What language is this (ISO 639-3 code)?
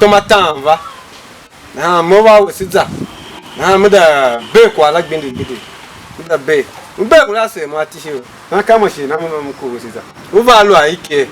tiv